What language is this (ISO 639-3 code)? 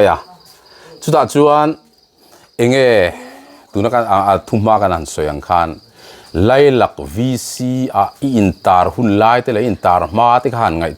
lus